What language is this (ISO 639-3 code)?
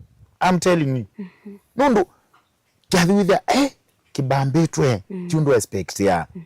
kam